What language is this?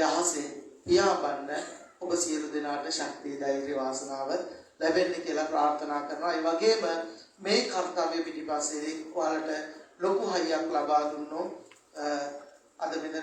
Sinhala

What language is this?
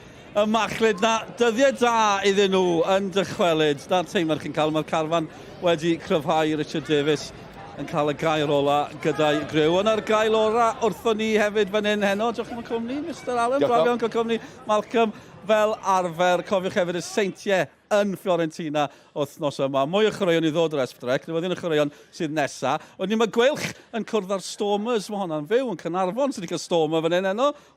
Welsh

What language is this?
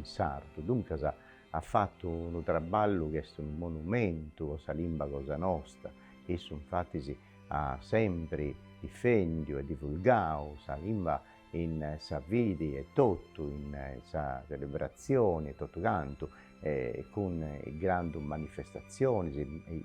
Sardinian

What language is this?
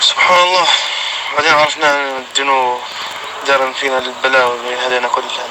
North Levantine Arabic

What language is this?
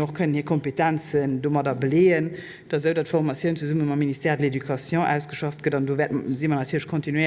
Luxembourgish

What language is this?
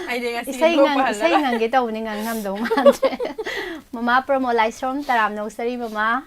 Manipuri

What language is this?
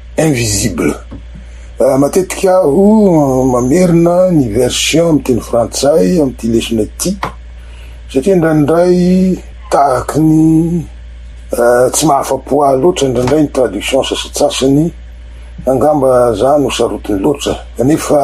Malagasy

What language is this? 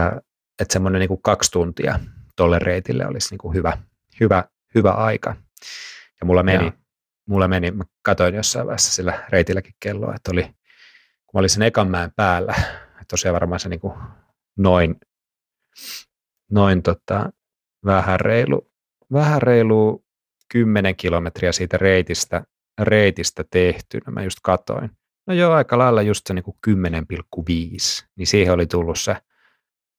Finnish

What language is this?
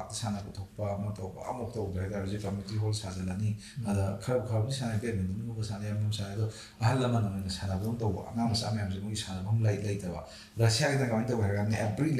Manipuri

